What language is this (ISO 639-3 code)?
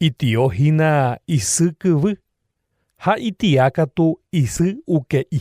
grn